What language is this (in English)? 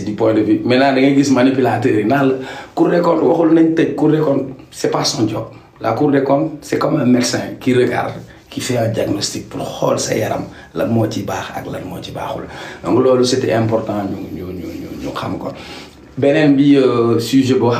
Wolof